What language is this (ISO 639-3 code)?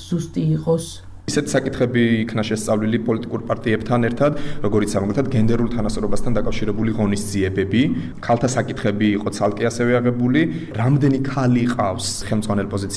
kat